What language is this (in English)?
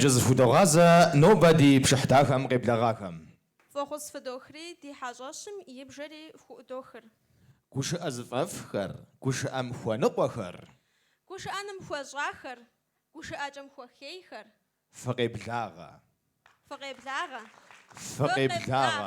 Kabardian